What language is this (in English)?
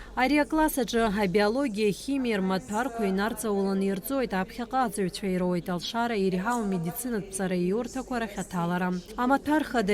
Abkhazian